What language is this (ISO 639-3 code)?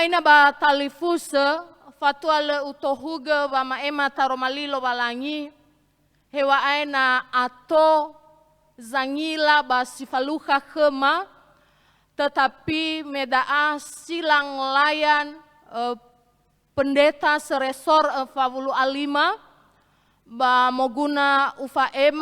nia